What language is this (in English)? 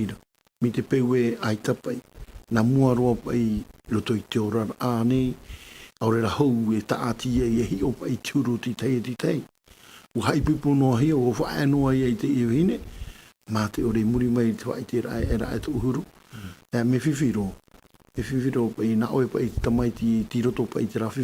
Tahitian